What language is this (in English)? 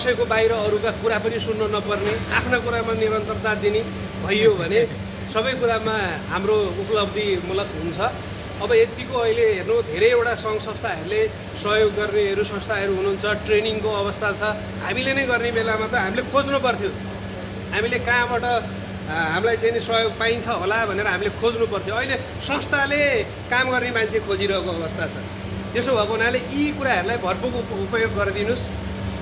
Nepali